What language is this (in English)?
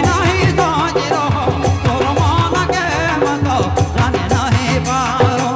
Sadri